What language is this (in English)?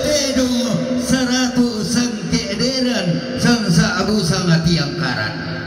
Toraja-Sa'dan